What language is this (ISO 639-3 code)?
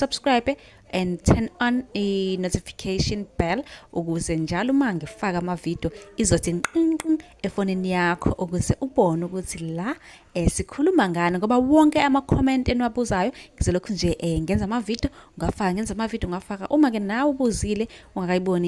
zul